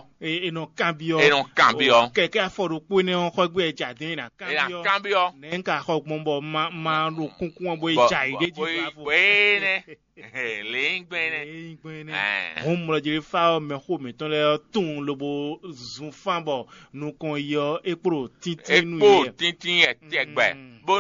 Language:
Fon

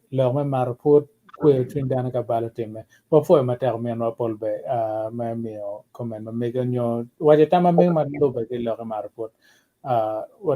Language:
Acoli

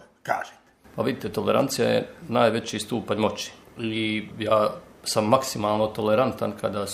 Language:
Bosnian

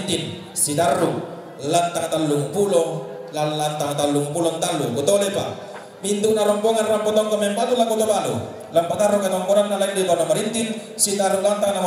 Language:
Toraja-Sa'dan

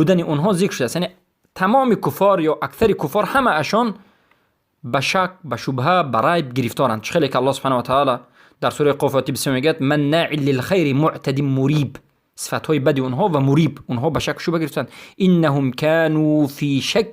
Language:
Persian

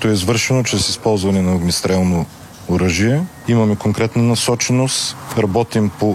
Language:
Bulgarian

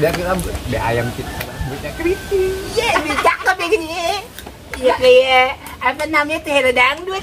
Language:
Betawi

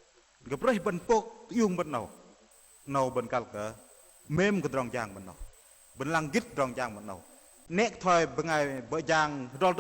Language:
Bahnar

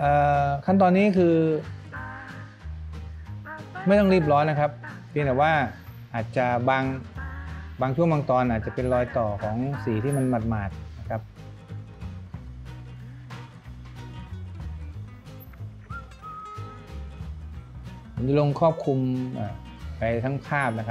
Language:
Thai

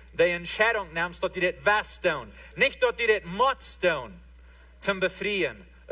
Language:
Plautdietsch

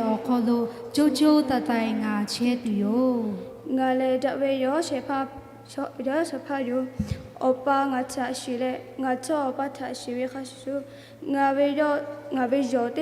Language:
Lahu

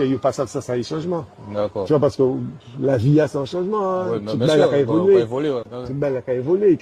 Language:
Guadeloupean Creole French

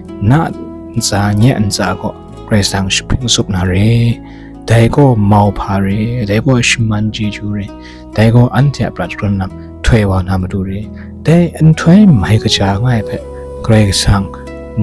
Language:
Kachin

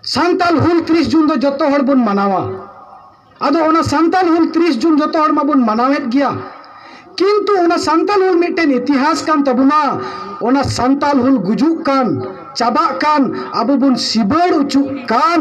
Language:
Santali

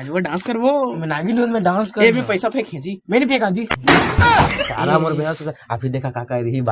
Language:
Chhattisgarhi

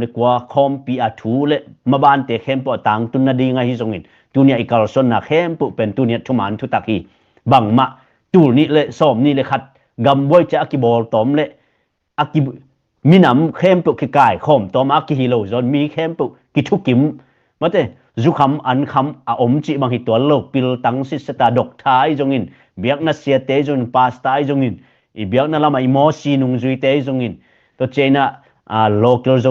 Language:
Tedim Chin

